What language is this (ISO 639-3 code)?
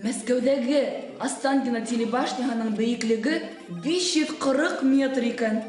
bak